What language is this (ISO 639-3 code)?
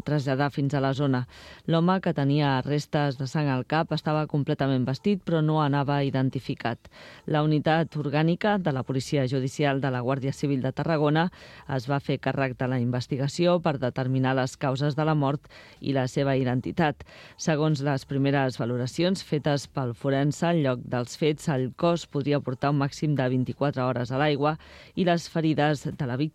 cat